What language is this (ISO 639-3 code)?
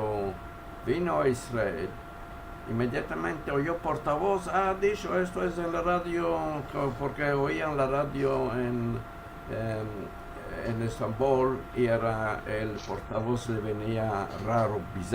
lad